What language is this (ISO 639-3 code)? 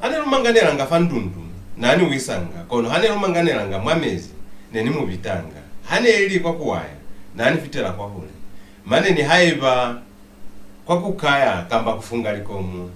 loz